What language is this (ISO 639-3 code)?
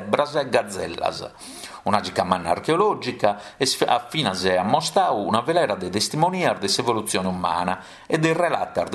srd